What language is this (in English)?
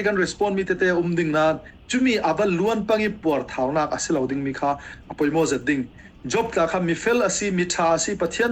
Falam Chin